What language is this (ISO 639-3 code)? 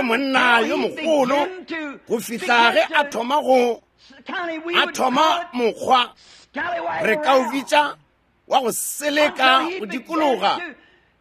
nso